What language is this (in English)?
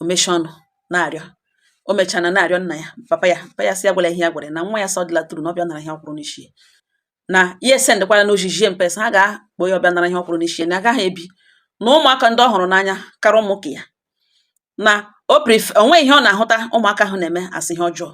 Igbo